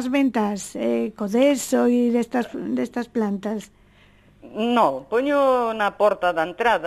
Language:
Galician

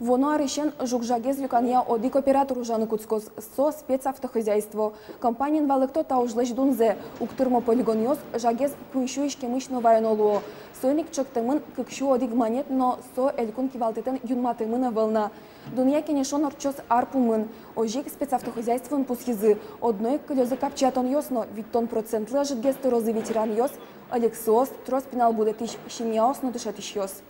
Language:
Udmurt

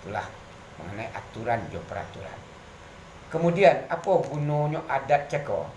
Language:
Minangkabau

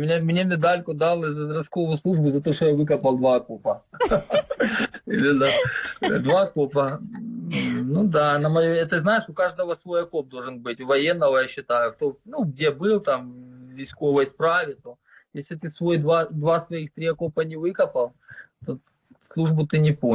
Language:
Ukrainian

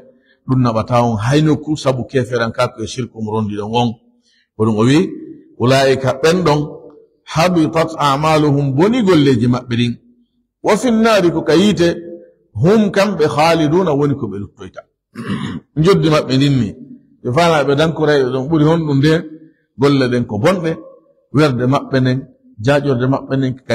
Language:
Fula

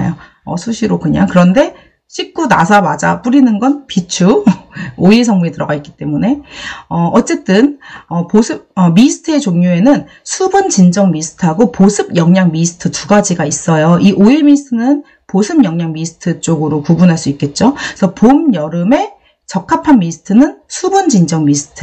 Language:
Korean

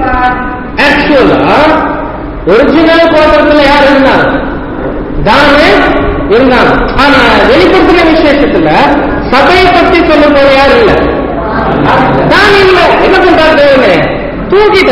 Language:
Tamil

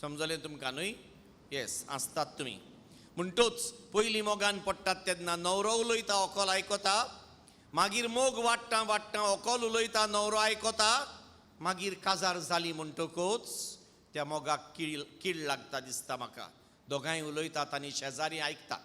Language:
Konkani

